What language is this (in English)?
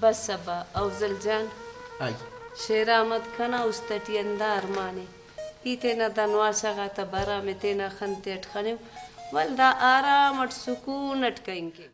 Brahui